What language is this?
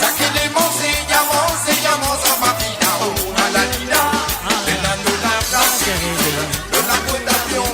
Morisyen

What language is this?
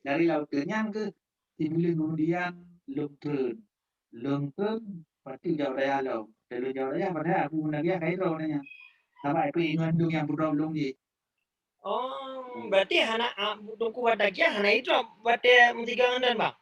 Achinese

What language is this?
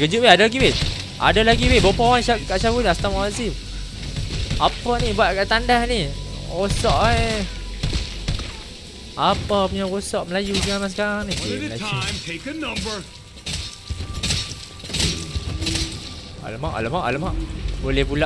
Malay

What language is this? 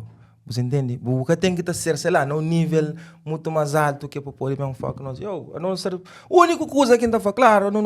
Kabuverdianu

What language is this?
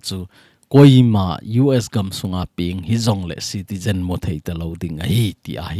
Thado Chin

